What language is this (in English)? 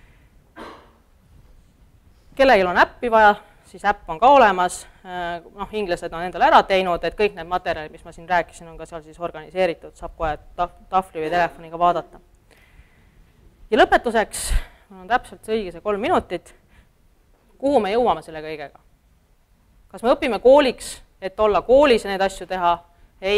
Estonian